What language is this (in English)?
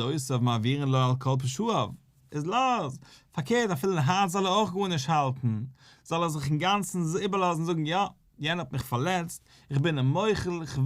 Yiddish